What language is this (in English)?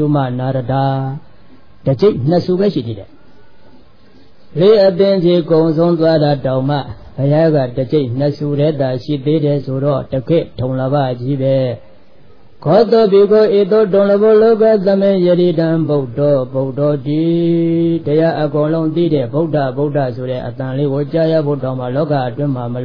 Burmese